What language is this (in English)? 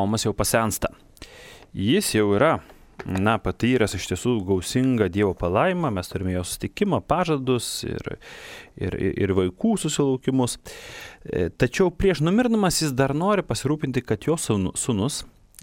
Lithuanian